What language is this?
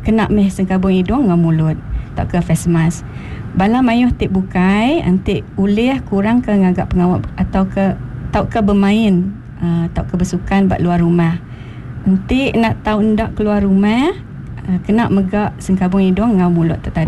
Iban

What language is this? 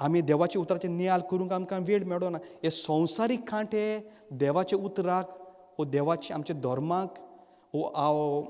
Konkani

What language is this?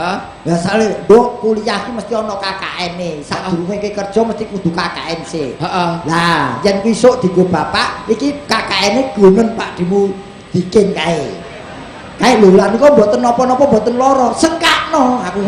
Javanese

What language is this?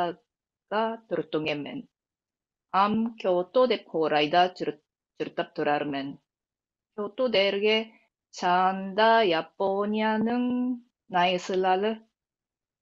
Tuvinian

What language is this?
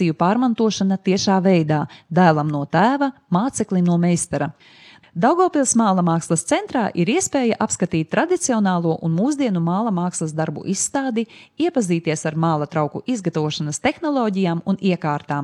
Latvian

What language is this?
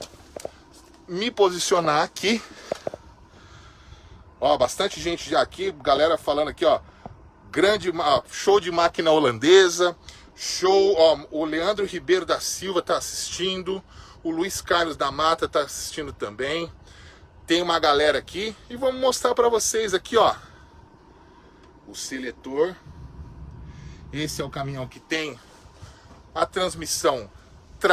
Portuguese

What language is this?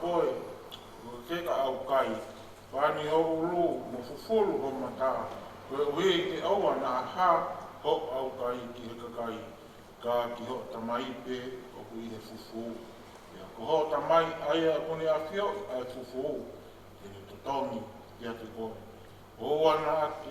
Tongan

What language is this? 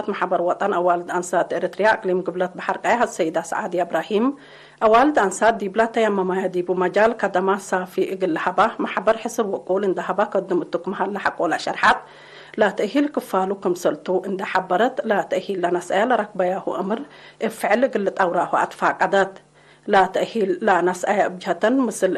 Tigre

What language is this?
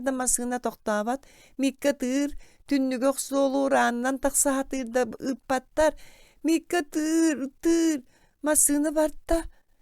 Yakut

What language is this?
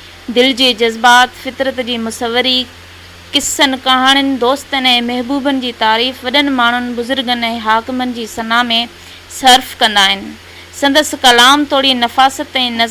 Sindhi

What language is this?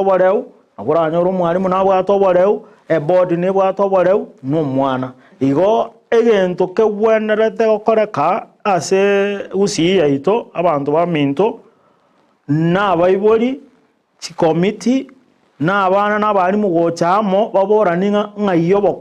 Gusii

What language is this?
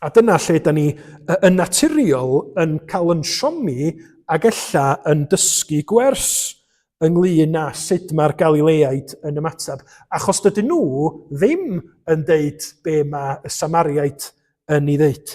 Welsh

